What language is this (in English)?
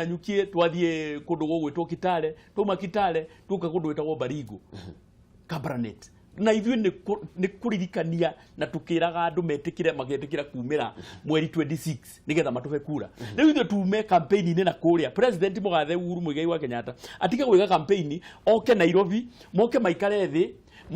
Kikuyu